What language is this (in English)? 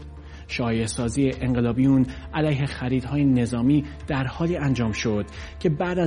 Persian